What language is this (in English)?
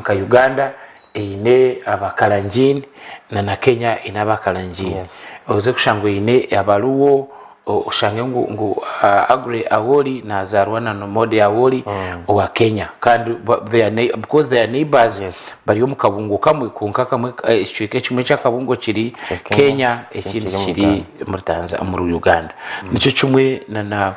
Nyankole